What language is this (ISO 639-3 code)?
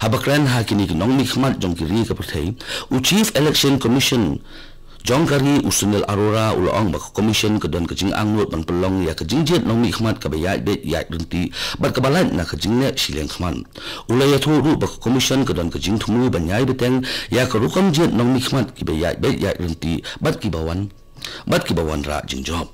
kha